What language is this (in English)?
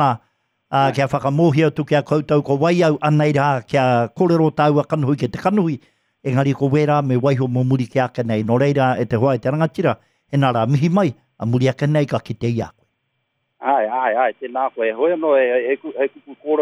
Māori